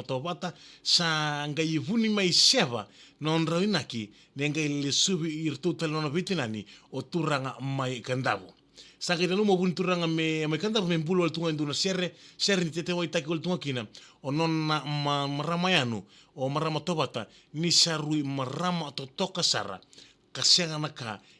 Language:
Fijian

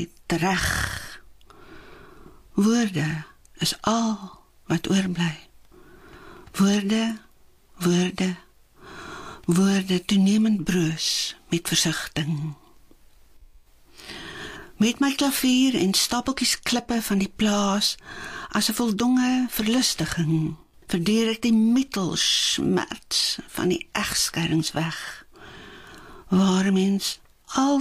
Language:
Afrikaans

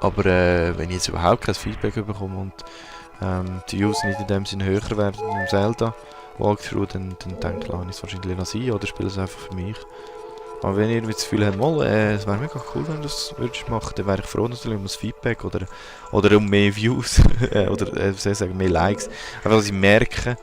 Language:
Swiss German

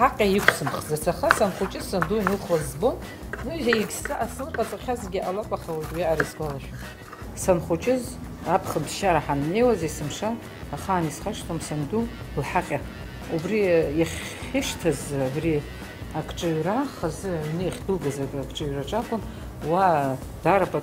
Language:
Abkhazian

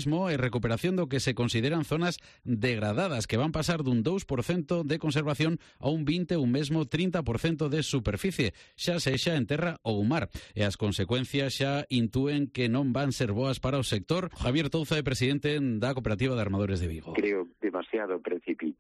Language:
Galician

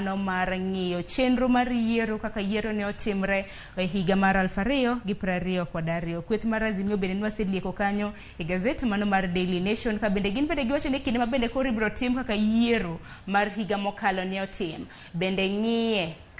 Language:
Luo (Kenya and Tanzania)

